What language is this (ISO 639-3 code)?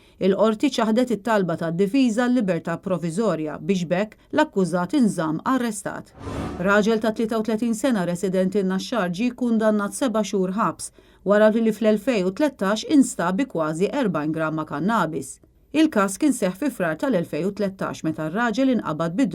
mlt